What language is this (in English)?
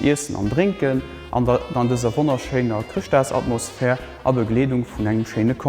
Luxembourgish